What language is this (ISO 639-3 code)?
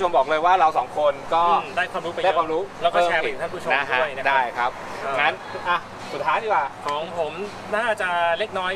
tha